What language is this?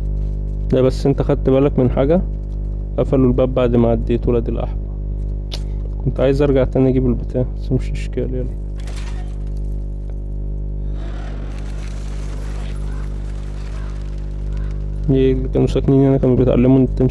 Egyptian Arabic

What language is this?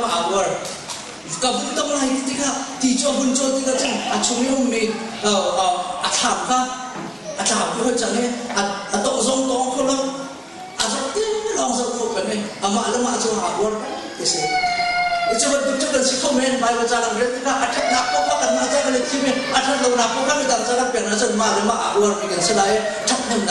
Hakha Chin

